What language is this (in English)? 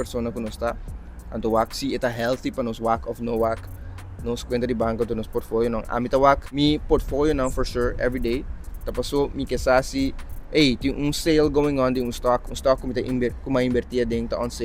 Papiamento